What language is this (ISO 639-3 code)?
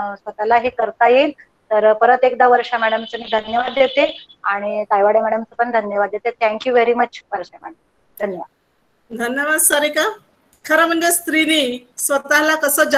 mar